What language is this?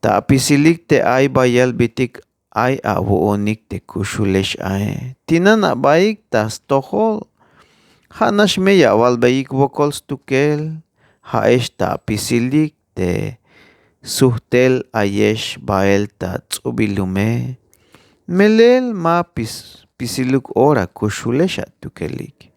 Tzeltal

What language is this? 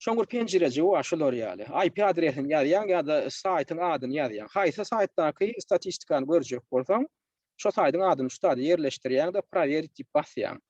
Turkmen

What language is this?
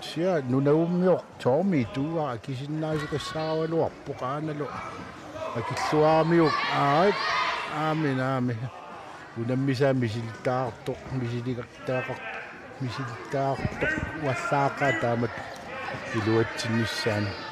Kalaallisut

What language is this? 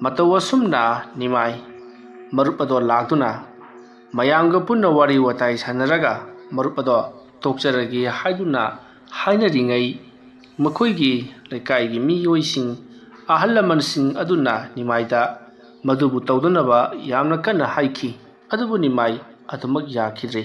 Manipuri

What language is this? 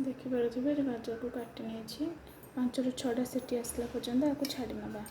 Odia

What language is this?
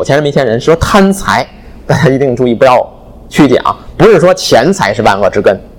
Chinese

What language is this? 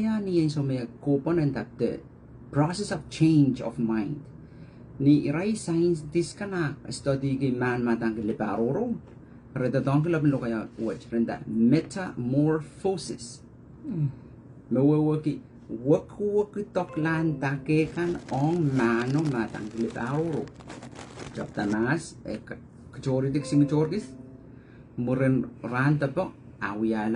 Pohnpeian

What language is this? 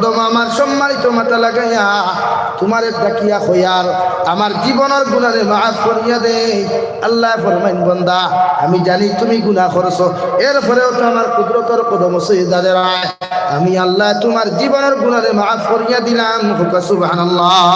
Sylheti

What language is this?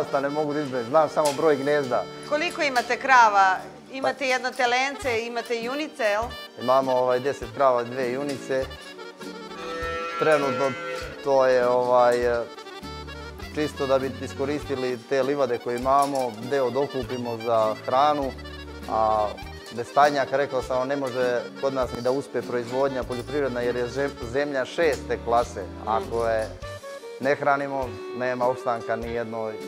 Serbian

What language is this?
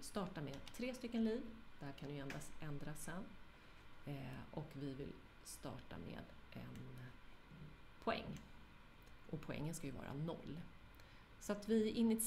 Swedish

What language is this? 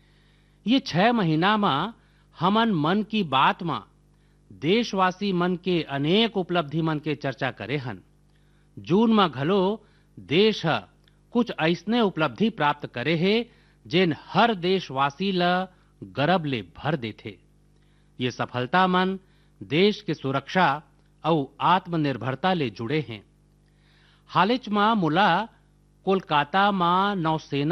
Chhattisgarhi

